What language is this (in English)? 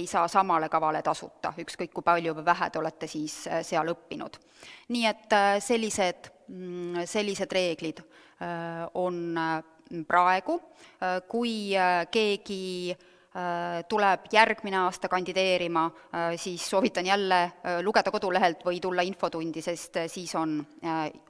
Estonian